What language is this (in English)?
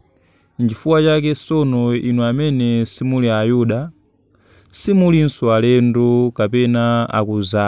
Nyanja